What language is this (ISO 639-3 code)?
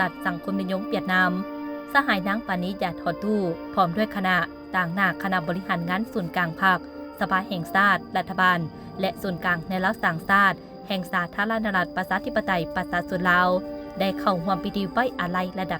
lao